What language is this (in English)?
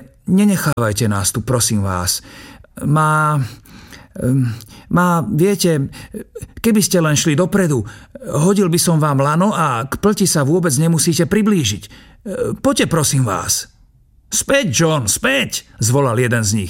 Slovak